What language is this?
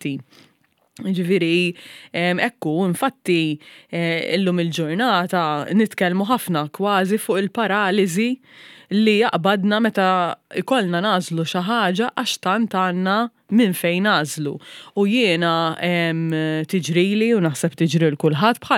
Maltese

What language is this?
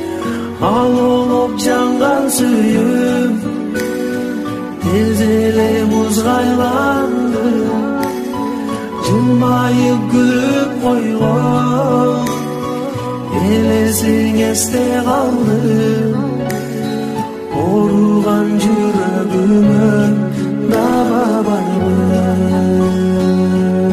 Kyrgyz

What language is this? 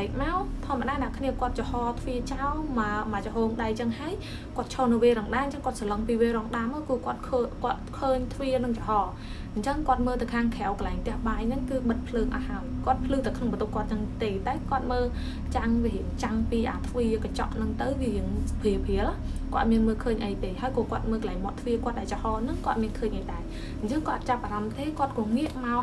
Khmer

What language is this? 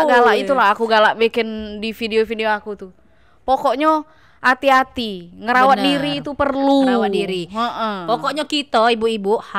Musi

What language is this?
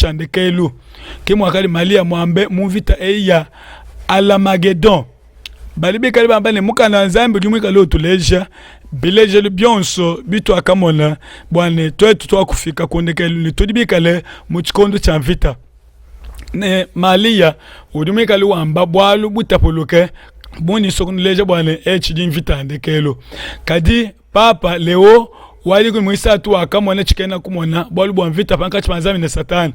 Luba-Lulua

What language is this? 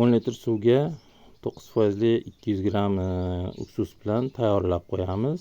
Uzbek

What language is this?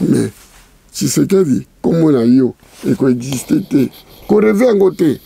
Lingala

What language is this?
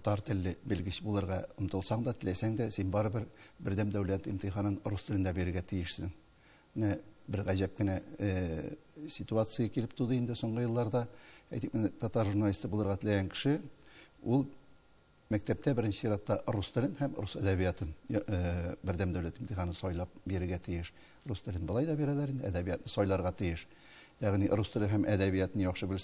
Tatar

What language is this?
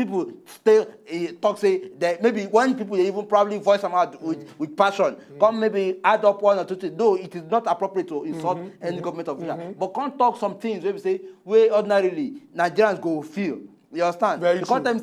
Nigerian Pidgin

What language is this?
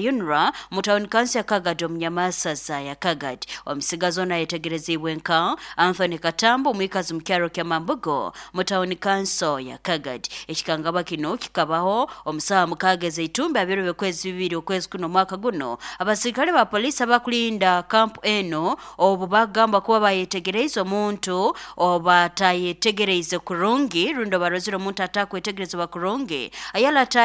Nyoro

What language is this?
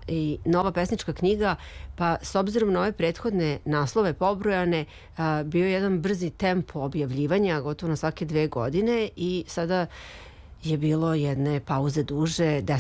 Serbian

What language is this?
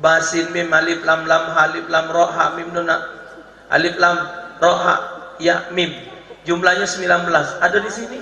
Musi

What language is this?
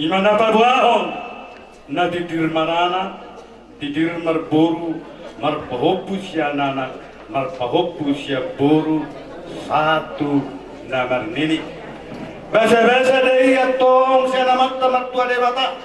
Batak Toba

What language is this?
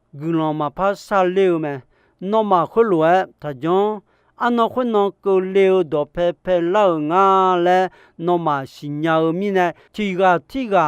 Akha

